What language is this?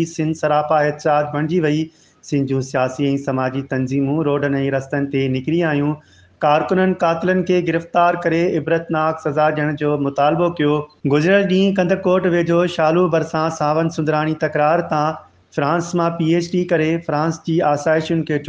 Sindhi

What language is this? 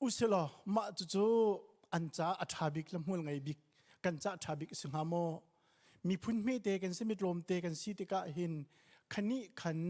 Hakha Chin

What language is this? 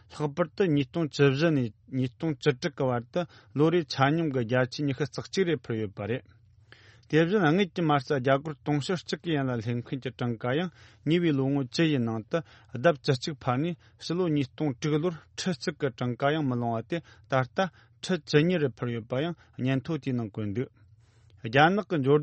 Tibetan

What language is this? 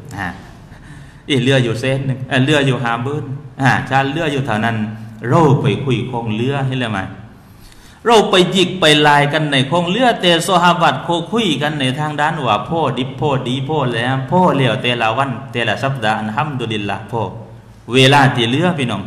Thai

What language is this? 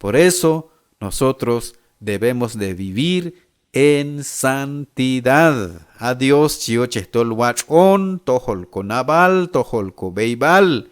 Q'anjob'al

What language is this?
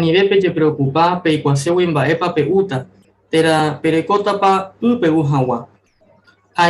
Guarani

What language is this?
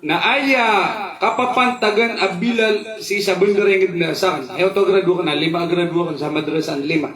Maranao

